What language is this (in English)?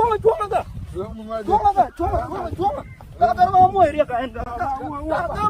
Nuer